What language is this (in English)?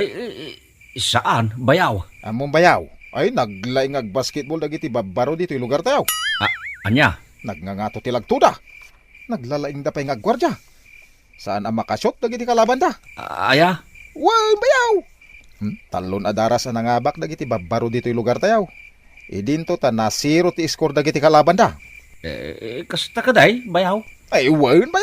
Iloko